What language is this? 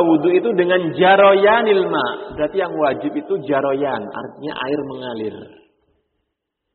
Indonesian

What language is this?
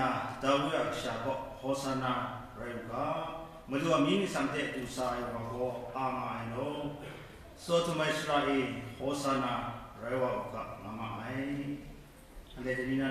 Kachin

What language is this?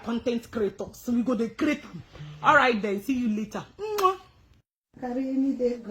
Nigerian Pidgin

